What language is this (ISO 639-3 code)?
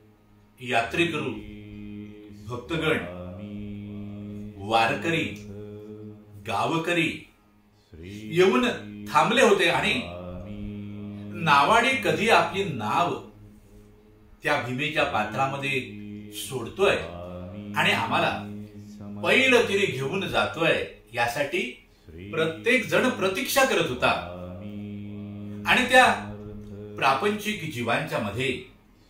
mar